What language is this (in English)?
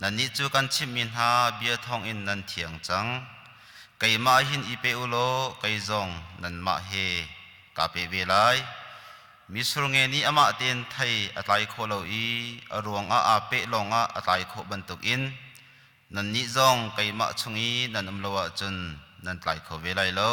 Hakha Chin